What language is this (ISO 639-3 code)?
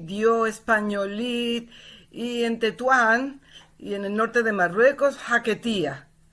lad